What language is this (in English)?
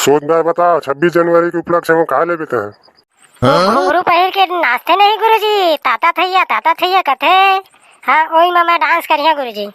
Chhattisgarhi